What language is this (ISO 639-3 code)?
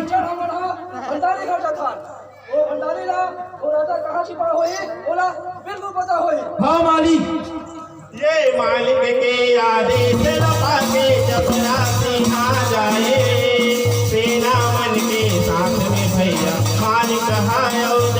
hne